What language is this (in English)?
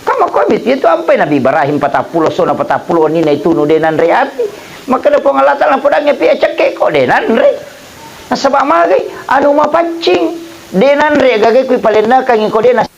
Buginese